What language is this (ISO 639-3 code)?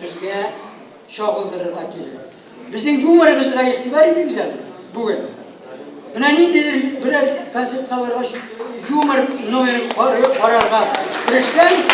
tat